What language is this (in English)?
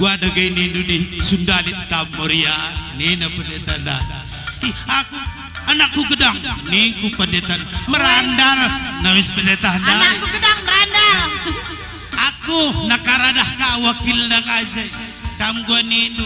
Batak Karo